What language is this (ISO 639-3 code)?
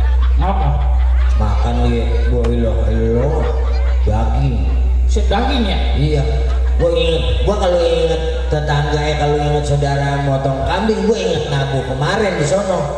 bew